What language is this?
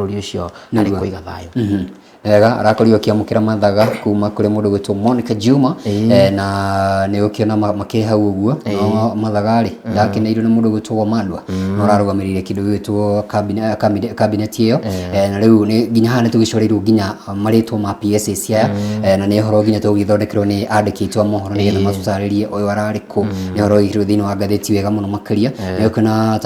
Kikuyu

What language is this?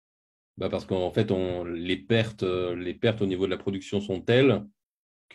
French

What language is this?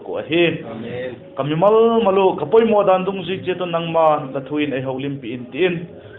Vaiphei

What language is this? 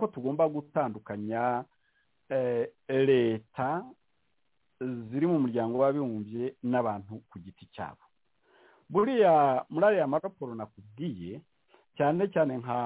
Kinyarwanda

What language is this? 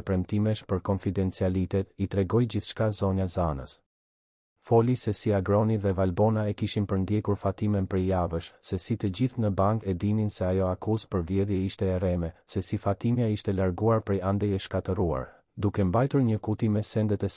Albanian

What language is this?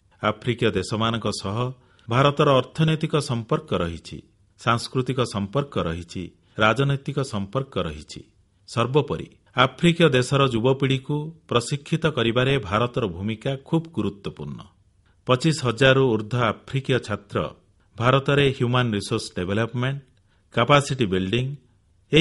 Odia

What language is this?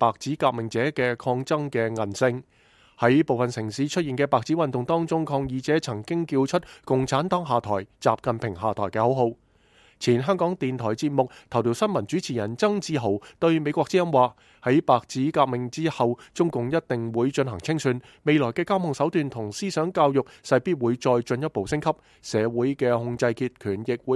Cantonese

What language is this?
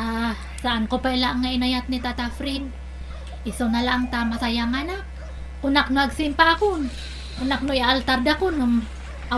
Iloko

